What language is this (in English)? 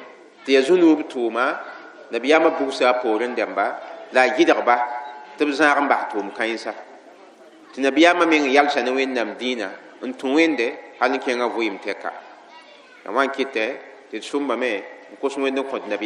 Mossi